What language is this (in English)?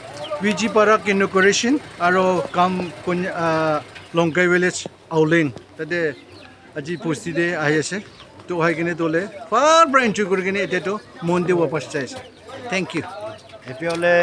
Naga Pidgin